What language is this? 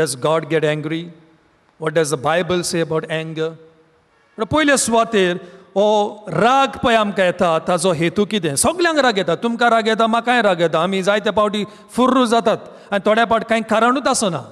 Konkani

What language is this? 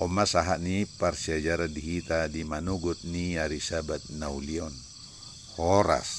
Batak Toba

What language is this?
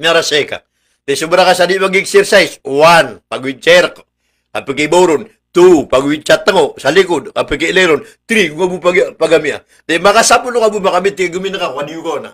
Maranao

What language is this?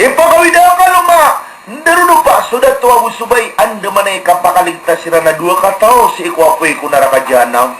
Maranao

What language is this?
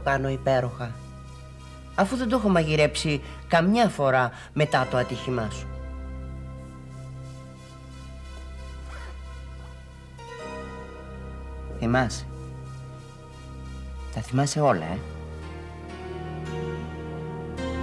Greek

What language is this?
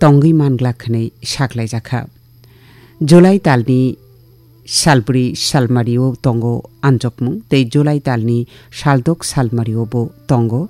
Kok Borok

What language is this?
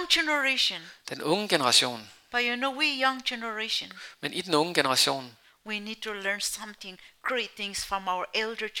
Danish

